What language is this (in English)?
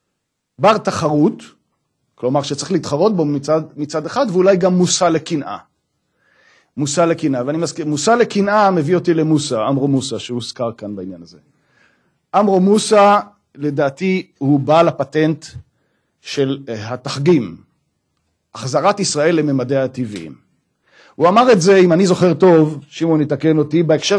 Hebrew